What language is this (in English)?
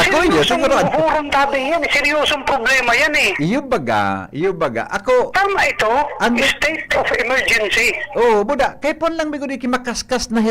Bikol